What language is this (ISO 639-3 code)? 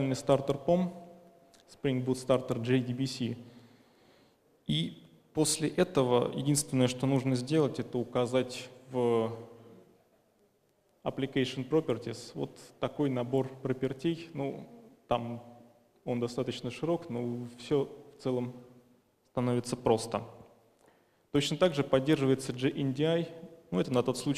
rus